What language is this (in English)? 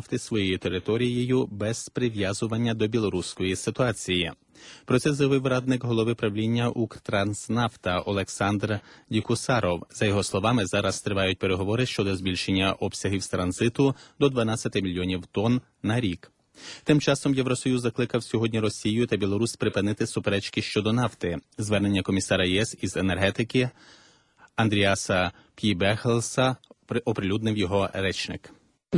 Ukrainian